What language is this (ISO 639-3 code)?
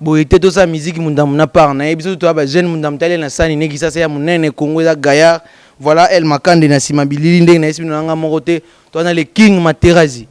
lin